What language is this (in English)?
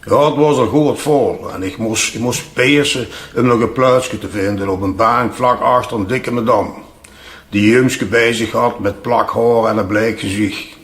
Limburgish